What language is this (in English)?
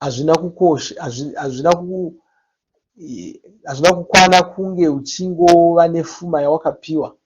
Shona